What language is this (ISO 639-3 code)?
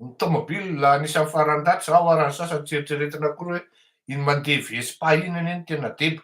mlg